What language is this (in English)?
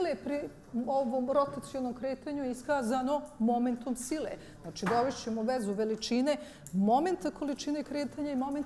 Bosnian